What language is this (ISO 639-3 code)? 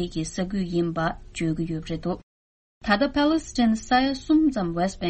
bod